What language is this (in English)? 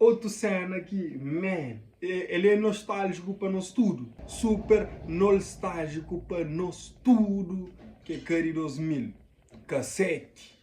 Kabuverdianu